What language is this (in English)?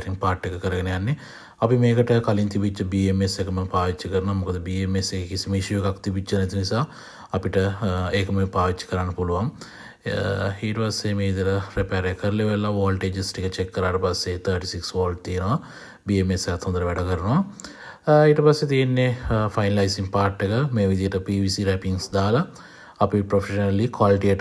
Sinhala